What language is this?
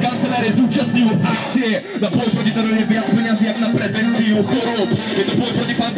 Slovak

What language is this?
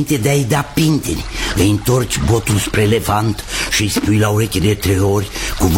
Romanian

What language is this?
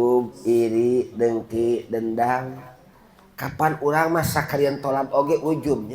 Sundanese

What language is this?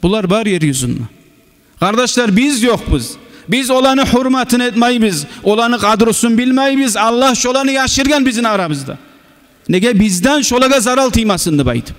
Kumyk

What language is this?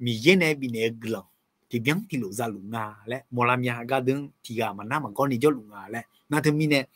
Akha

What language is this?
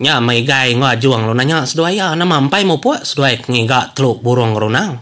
Iban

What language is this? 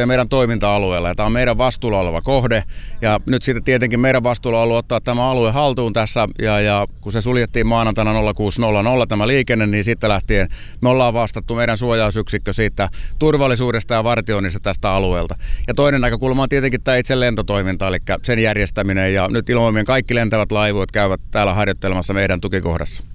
Finnish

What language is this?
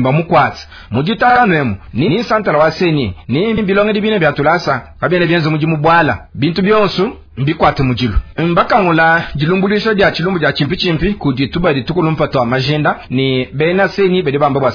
Luba-Lulua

